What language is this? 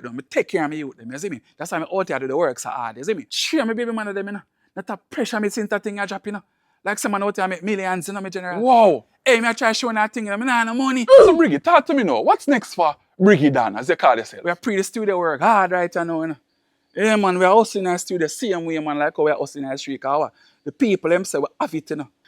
Jamaican Creole English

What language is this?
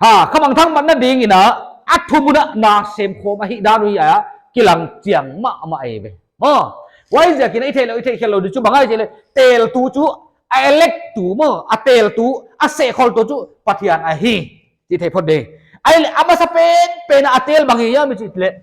Paite Chin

